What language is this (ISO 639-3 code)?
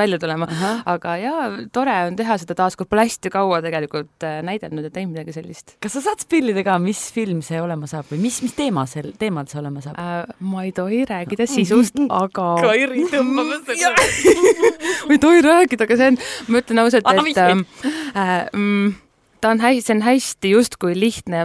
est